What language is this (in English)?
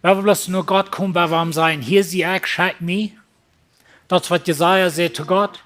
Plautdietsch